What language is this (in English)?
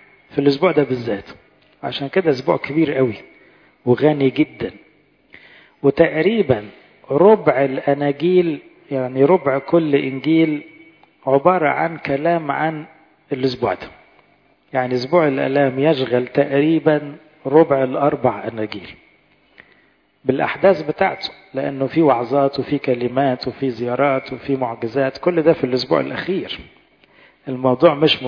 Egyptian Arabic